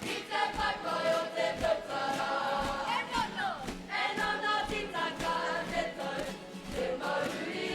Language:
Māori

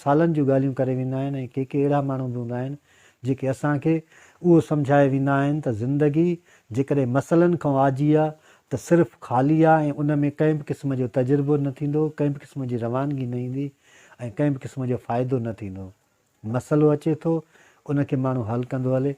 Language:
Sindhi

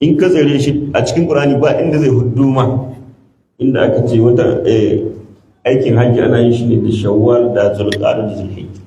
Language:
Hausa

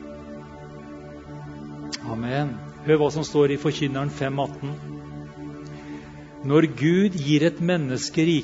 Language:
Norwegian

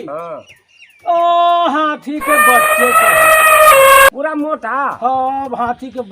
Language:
Magahi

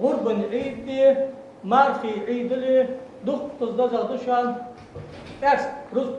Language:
Ingush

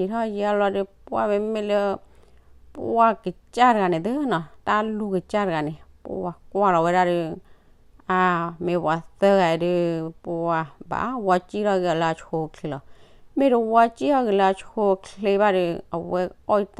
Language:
S'gaw Karen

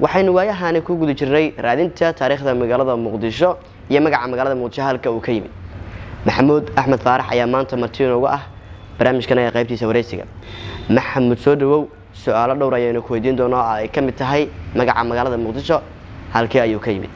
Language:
Somali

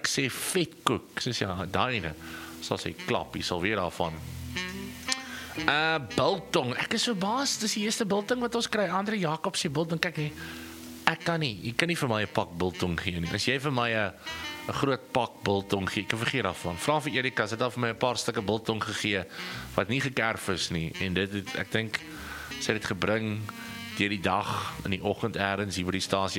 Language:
Afrikaans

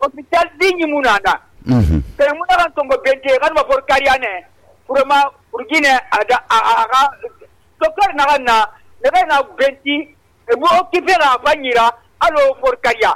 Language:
Susu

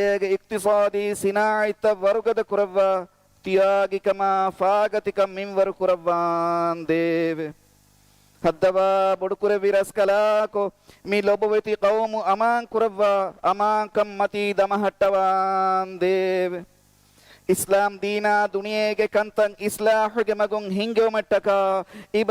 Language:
Divehi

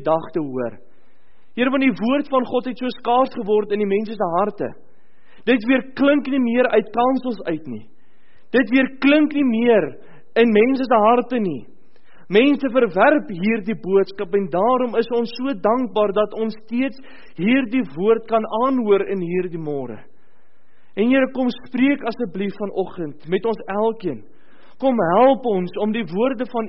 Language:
Afrikaans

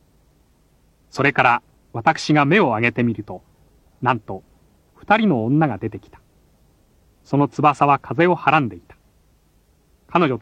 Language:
Japanese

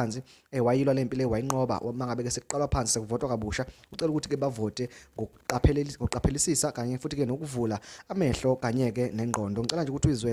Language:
Zulu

